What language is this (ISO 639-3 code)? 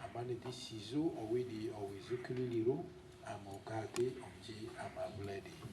lgg